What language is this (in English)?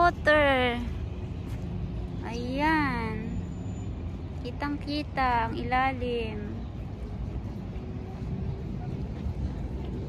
Filipino